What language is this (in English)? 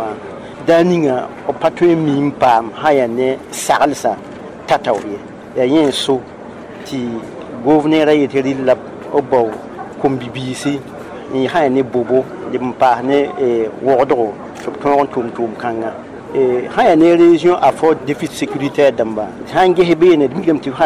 Mossi